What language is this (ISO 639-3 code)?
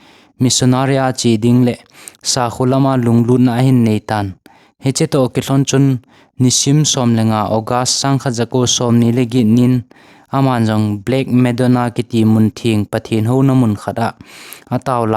tcz